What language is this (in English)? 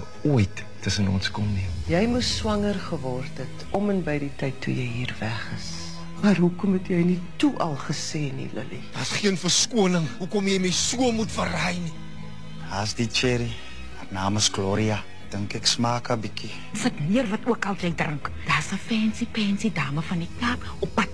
Afrikaans